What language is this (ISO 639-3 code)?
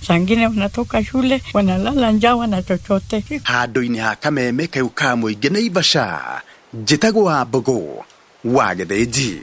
kik